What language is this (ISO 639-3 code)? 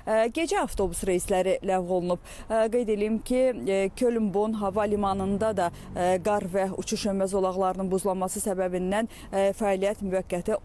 aze